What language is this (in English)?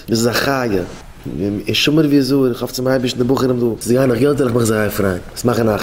Yiddish